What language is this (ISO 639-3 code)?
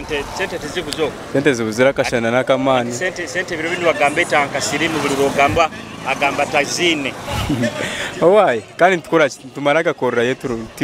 nyo